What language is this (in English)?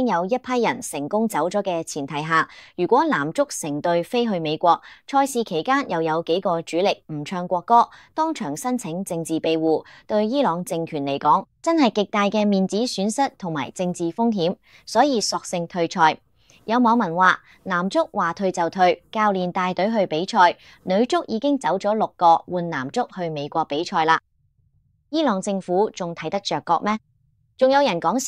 Cantonese